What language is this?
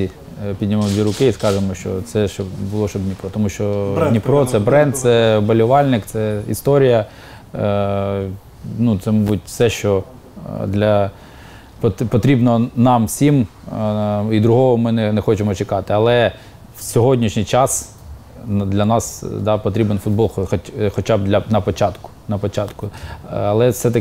Ukrainian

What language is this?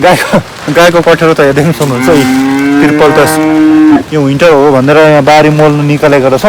Nepali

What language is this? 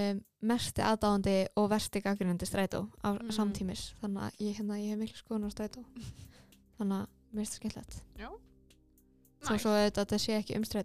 Icelandic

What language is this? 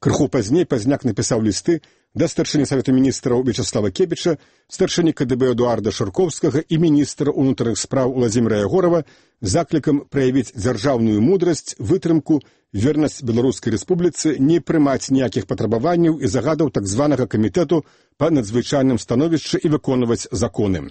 Belarusian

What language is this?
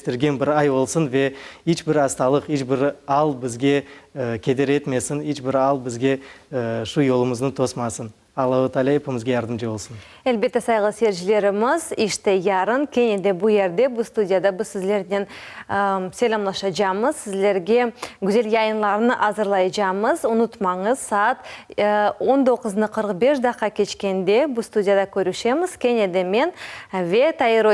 Crimean Tatar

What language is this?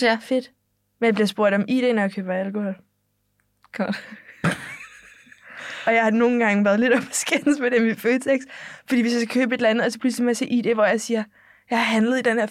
Danish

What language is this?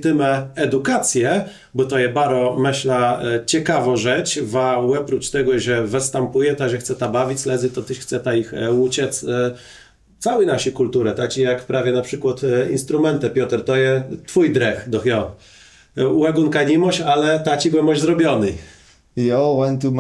Kashubian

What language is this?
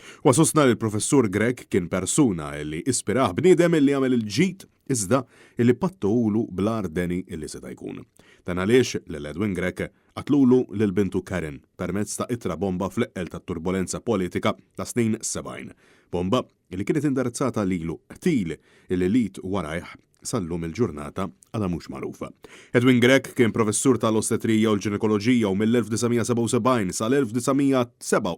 Maltese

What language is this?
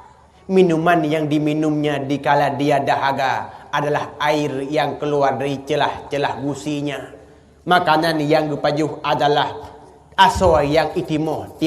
Achinese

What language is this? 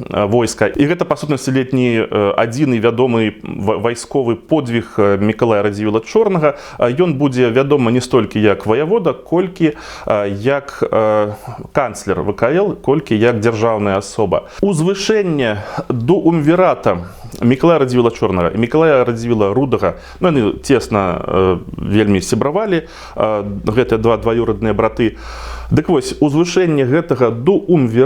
Belarusian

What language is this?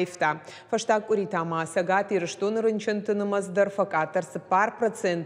Ossetic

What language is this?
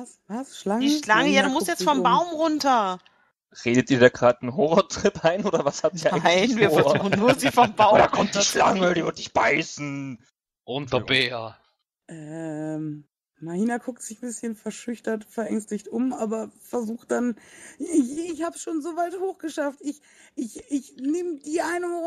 German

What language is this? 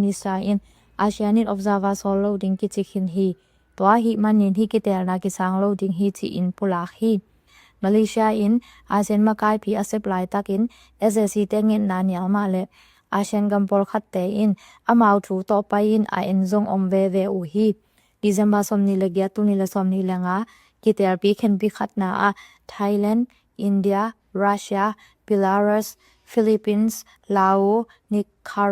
Tedim Chin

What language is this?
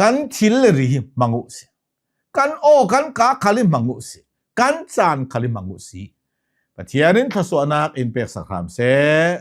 Hakha Chin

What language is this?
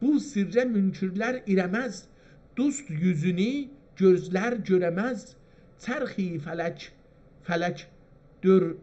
South Azerbaijani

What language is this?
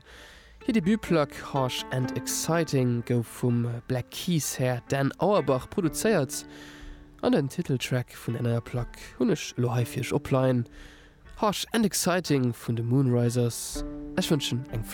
Luxembourgish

